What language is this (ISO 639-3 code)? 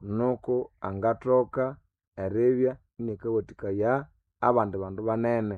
nnb